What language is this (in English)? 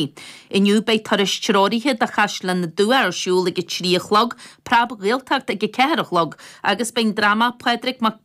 Irish